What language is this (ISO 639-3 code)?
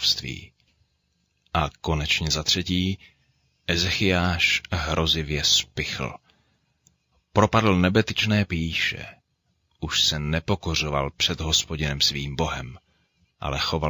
ces